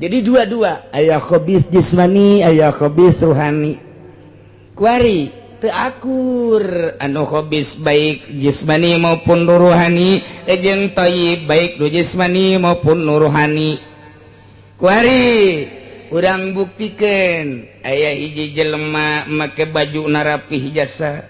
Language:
Sundanese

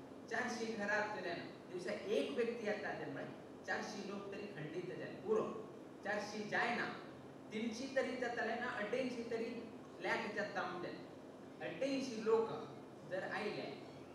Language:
Konkani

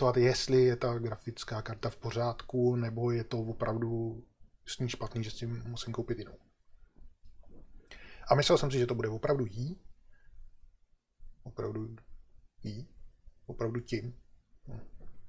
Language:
Czech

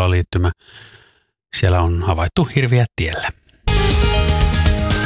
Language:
Finnish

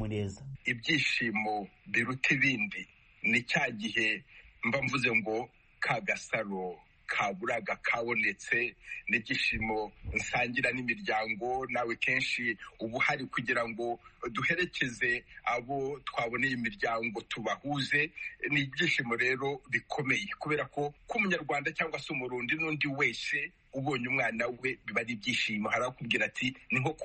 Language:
Kinyarwanda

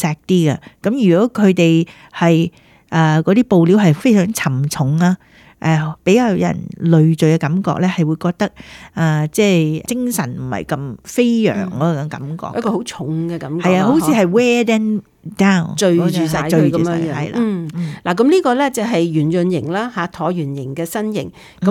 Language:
Cantonese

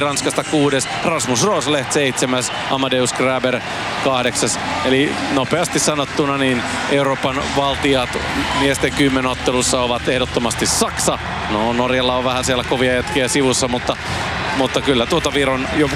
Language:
Finnish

